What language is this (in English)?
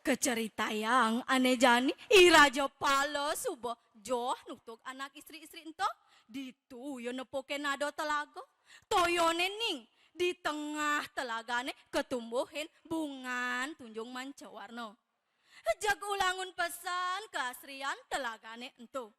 Balinese